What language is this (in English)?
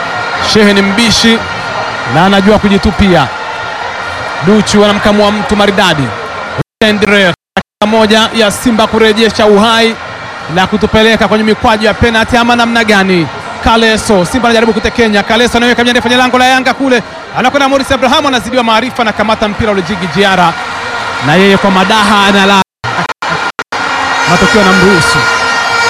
Swahili